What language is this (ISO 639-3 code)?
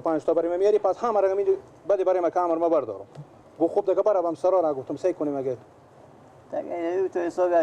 fas